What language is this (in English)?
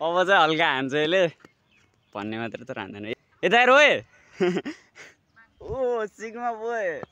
Nepali